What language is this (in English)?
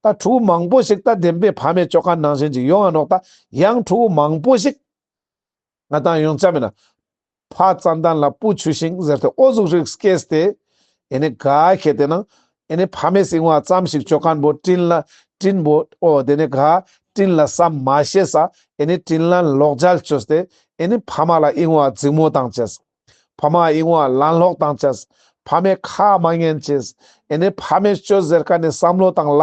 Ladakhi